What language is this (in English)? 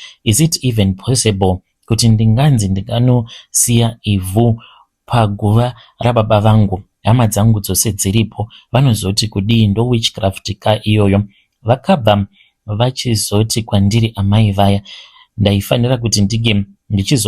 Shona